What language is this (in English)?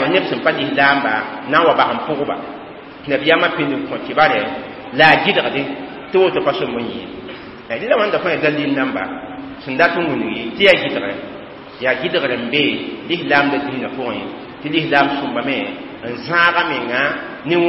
Mossi